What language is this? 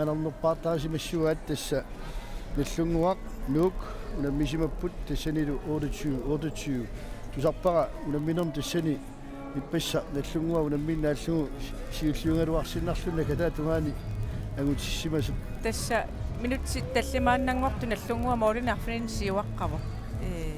Kalaallisut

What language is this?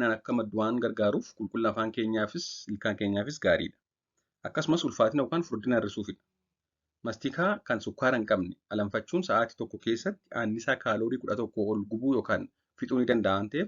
Oromo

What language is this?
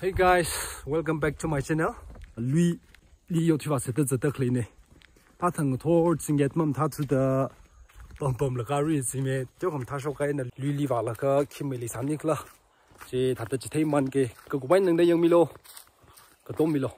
Tangkhul Naga (India)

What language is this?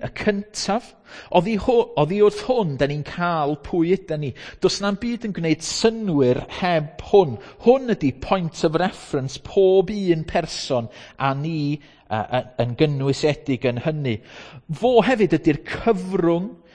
Welsh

